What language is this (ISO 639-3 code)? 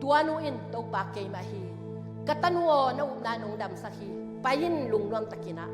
ctd